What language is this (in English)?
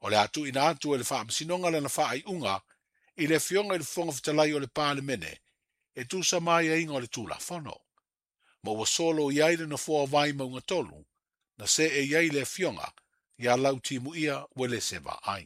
Samoan